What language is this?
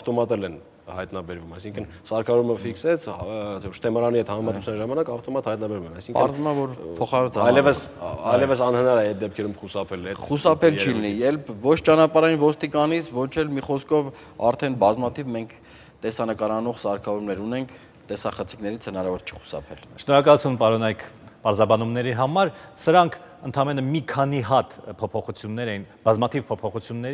Armenian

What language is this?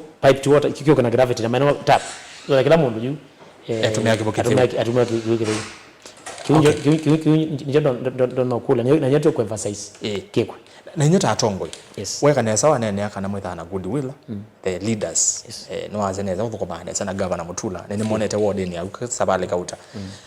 Kamba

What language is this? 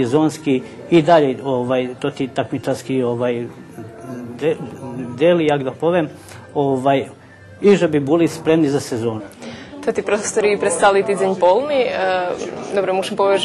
Rusyn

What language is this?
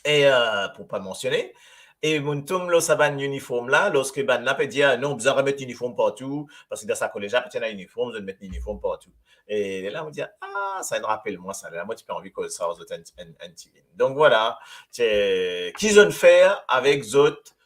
Morisyen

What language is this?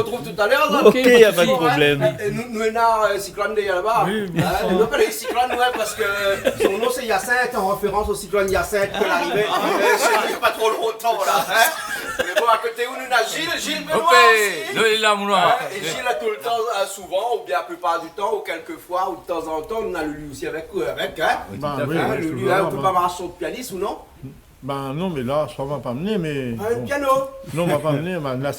Réunion Creole French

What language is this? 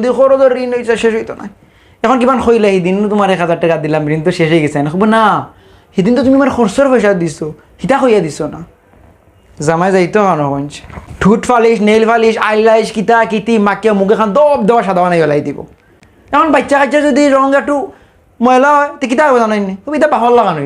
Sylheti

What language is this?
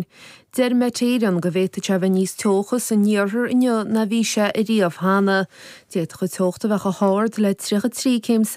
Irish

